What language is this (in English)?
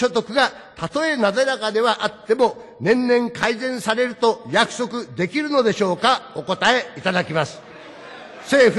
Japanese